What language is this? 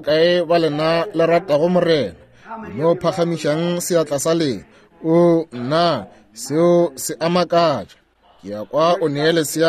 Northern Sotho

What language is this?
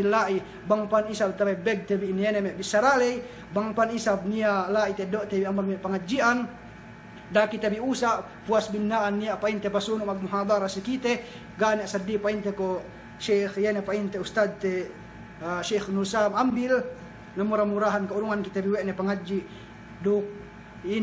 Yakan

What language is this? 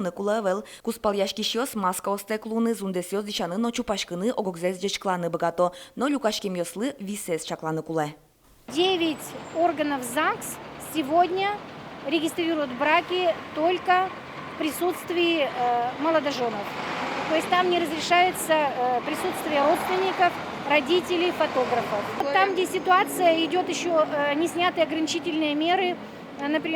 Udmurt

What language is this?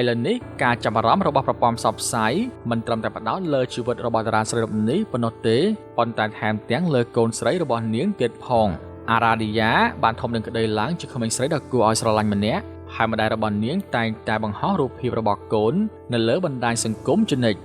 Khmer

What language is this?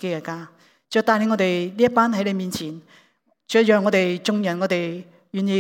Cantonese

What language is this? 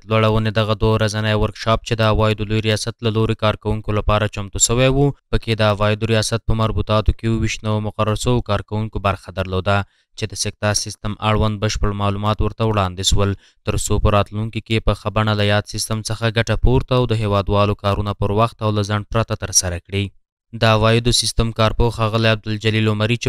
Pashto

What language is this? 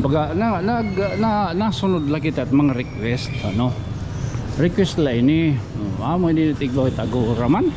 Waray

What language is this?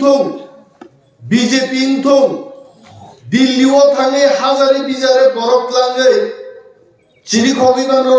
Kok Borok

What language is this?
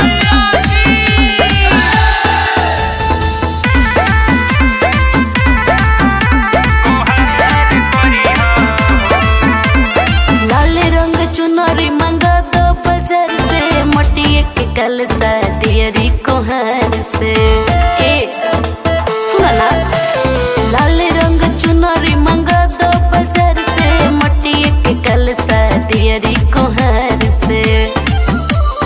Bhojpuri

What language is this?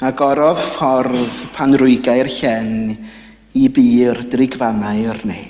Welsh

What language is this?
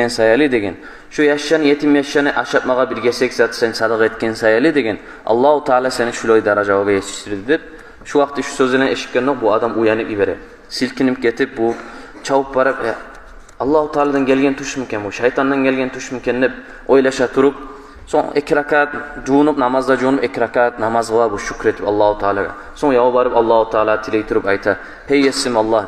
Kumyk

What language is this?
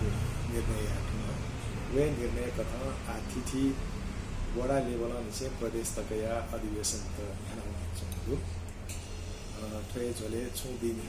Newari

